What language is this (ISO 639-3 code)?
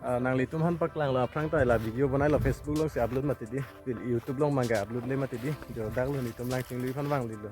mjw